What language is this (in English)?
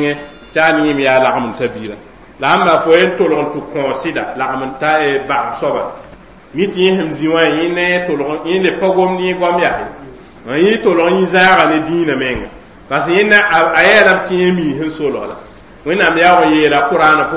Mossi